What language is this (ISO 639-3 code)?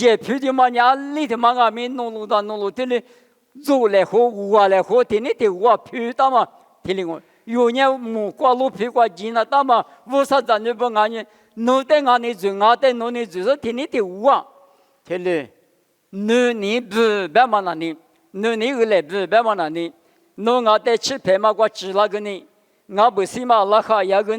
lis